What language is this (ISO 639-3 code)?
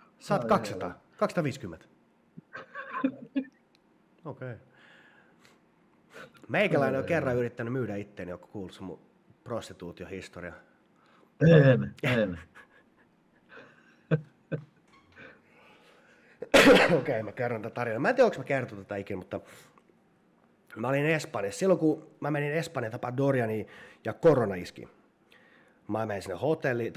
fin